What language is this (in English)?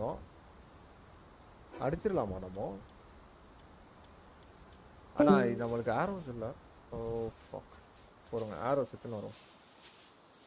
Tamil